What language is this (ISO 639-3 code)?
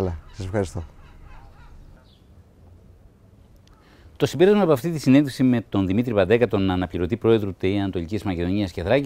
ell